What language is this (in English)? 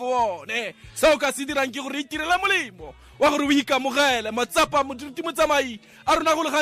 Tswana